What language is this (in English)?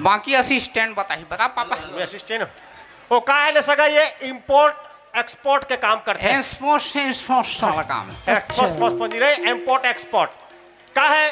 Chhattisgarhi